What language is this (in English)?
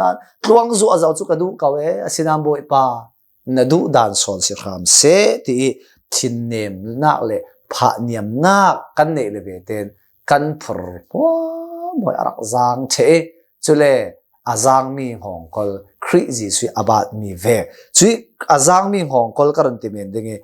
Hakha Chin